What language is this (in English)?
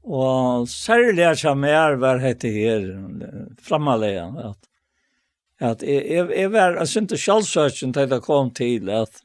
Faroese